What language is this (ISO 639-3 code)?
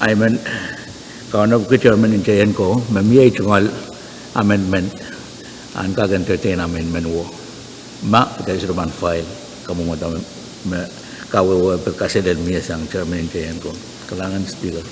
pon